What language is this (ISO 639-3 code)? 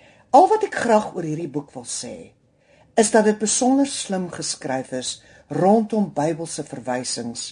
afr